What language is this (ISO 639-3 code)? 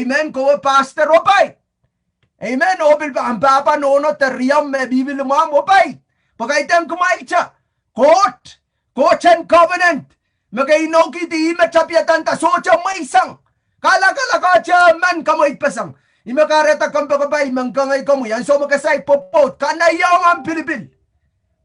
pon